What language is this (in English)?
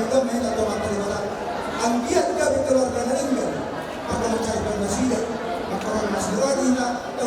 Batak Toba